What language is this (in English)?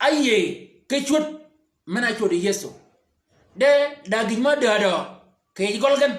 Shilluk